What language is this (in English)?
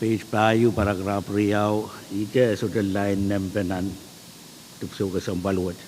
Pohnpeian